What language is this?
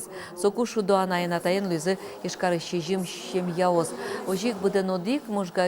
Udmurt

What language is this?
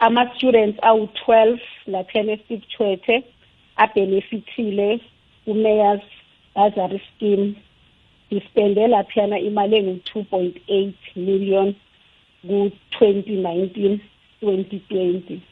South Ndebele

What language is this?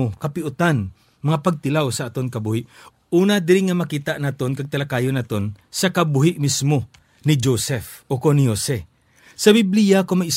Hiligaynon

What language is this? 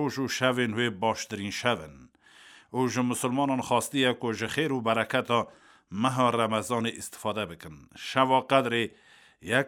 Kurdish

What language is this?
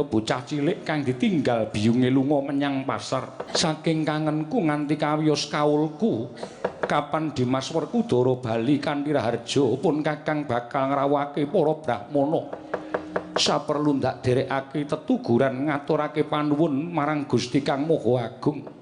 Javanese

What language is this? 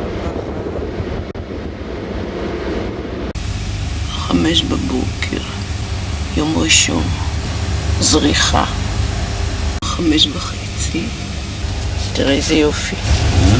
Hebrew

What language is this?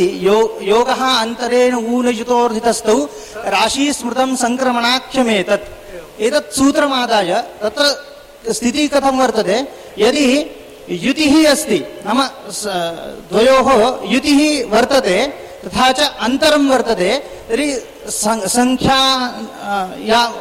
Sanskrit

